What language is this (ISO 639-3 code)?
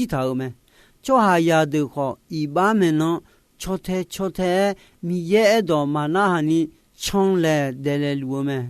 ahk